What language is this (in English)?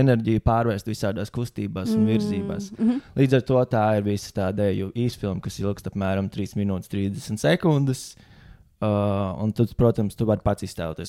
Latvian